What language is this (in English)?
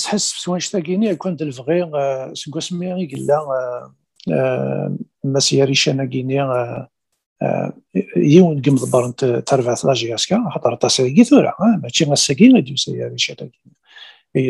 Kabyle